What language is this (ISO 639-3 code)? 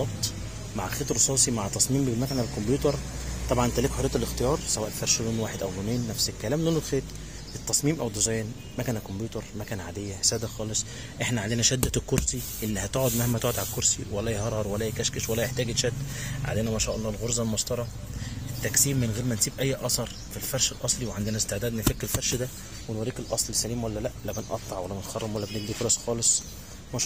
arz